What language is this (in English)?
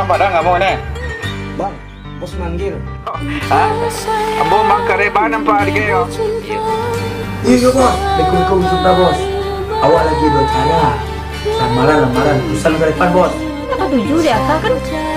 Minangkabau